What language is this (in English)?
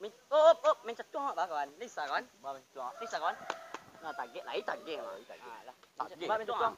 Minangkabau